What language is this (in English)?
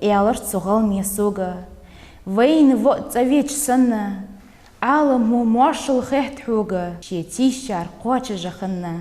Ingush